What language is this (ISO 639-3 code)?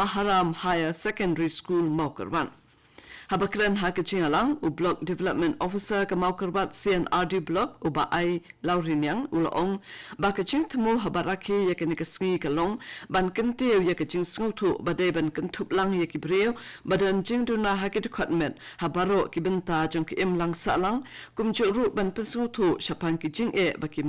kha